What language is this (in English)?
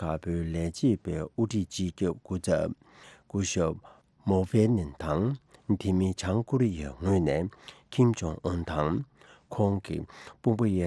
Tibetan